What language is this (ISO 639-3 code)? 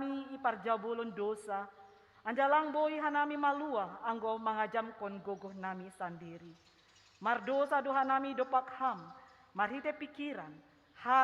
bts